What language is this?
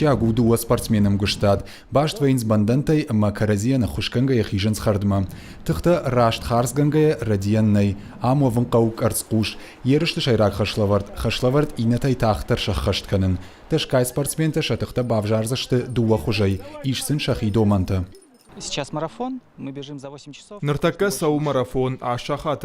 Ossetic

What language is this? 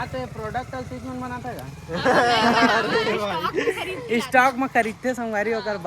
Chhattisgarhi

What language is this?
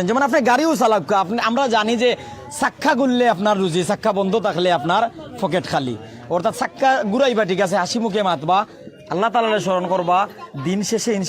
Sylheti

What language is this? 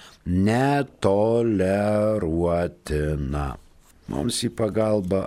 Lithuanian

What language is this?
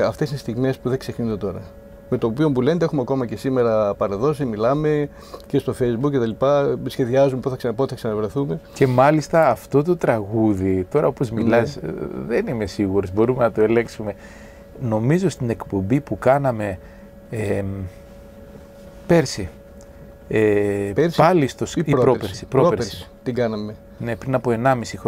Greek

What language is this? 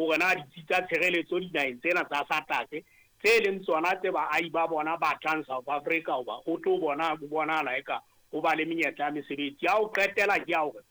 Southern Sotho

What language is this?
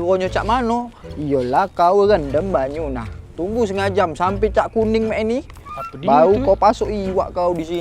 Musi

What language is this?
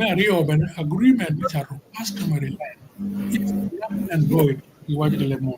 Acoli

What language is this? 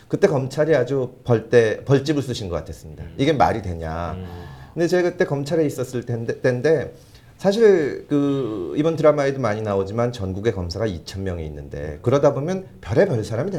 Korean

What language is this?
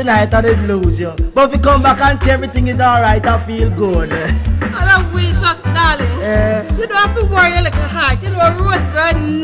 Jamaican Creole English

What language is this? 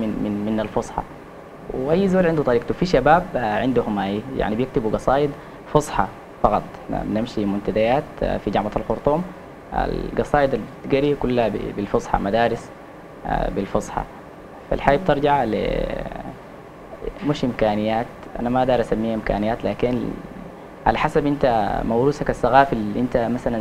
Sudanese Arabic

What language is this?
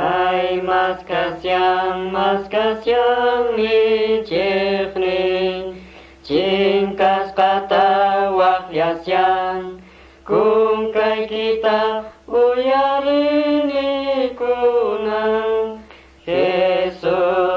Quechua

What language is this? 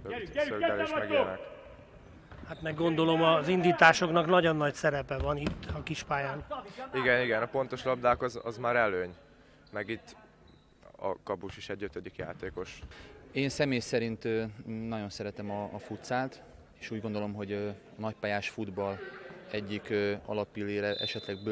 Hungarian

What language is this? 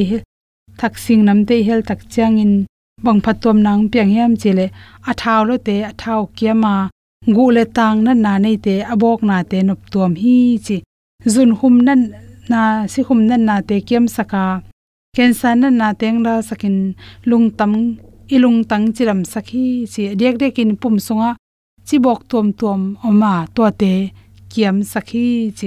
Tedim Chin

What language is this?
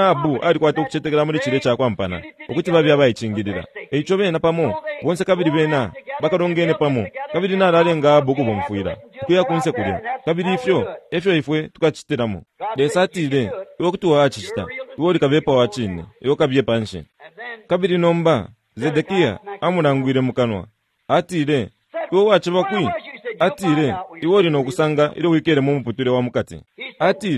Bemba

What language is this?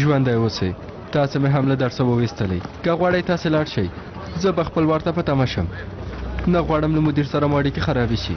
Pashto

